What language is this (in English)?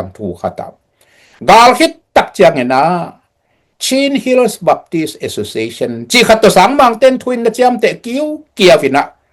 Tedim Chin